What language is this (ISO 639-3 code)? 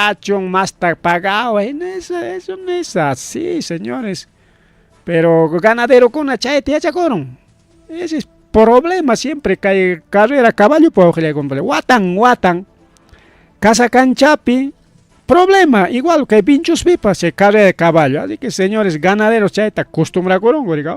quy